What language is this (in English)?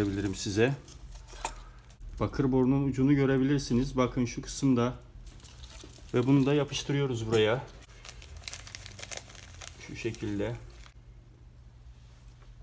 Turkish